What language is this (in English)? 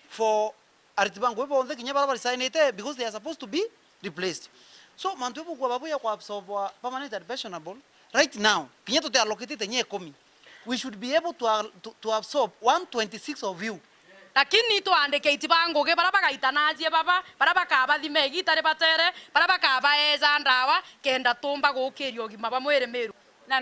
Meru